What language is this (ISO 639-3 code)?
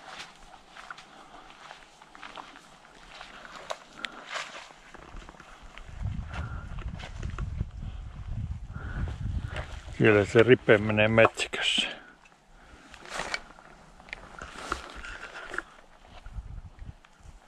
fin